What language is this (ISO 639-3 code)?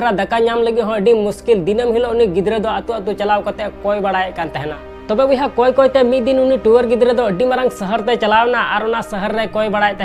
sat